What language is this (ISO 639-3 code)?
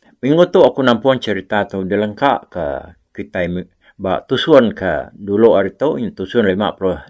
iba